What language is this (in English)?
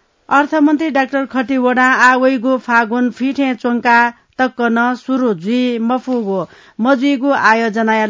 Newari